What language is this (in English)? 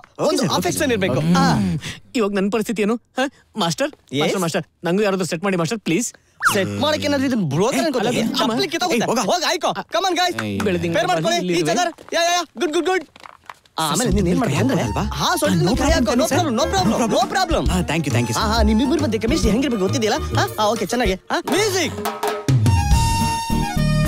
Kannada